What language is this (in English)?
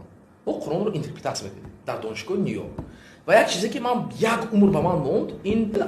Tajik